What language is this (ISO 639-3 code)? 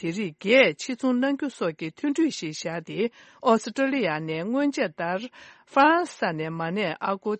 bod